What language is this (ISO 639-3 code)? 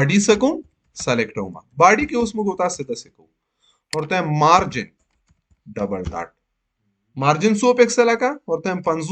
pus